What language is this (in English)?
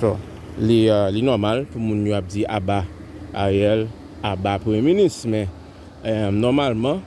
Haitian Creole